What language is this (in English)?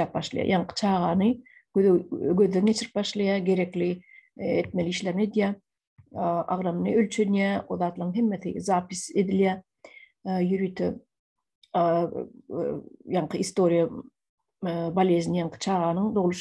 Turkmen